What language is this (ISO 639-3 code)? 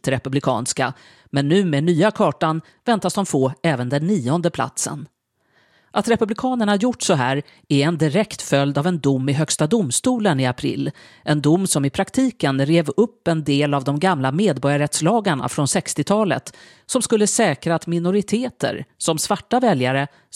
swe